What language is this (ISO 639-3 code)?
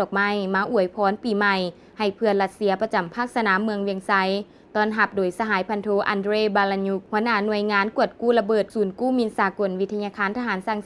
lao